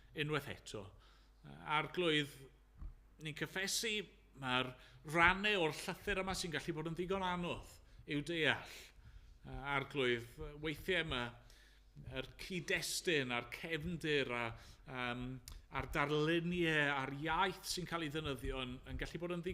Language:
Welsh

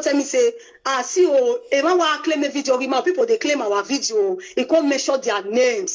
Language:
Nigerian Pidgin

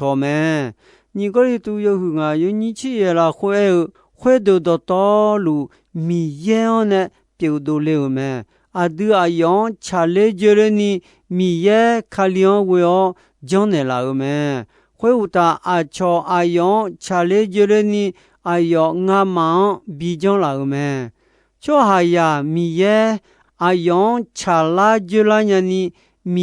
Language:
Akha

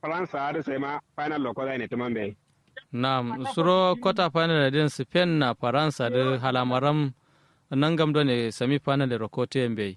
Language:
Kanuri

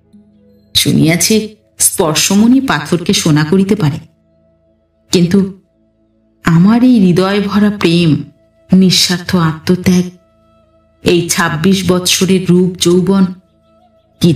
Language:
Bangla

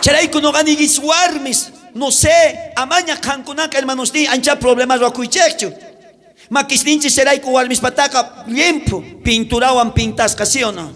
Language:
South Bolivian Quechua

